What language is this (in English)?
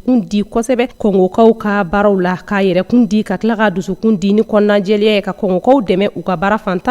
Bambara